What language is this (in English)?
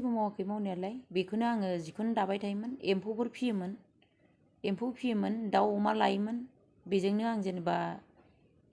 Bodo